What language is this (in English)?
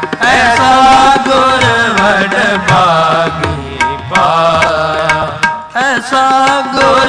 Punjabi